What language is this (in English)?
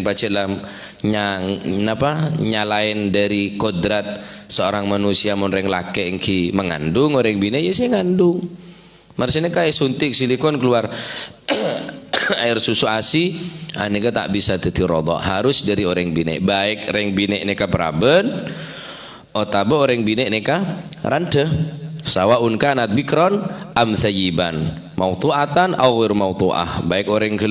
Madurese